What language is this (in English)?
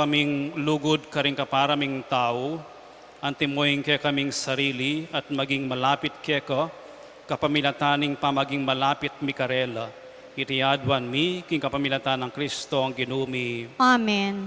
Pampanga